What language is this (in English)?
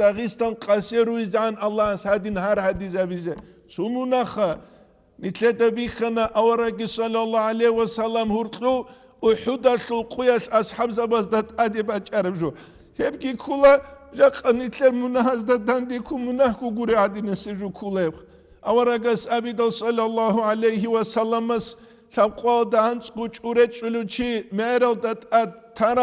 Avaric